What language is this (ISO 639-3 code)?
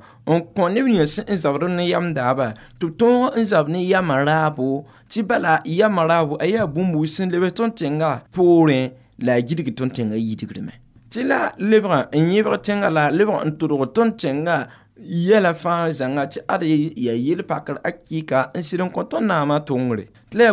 mos